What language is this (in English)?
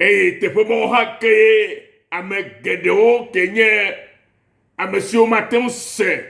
Ewe